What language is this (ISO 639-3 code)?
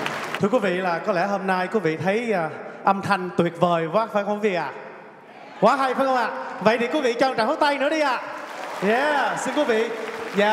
vie